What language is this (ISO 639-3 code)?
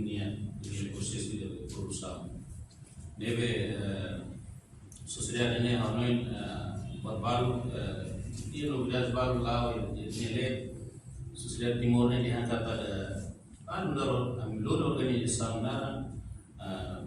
tet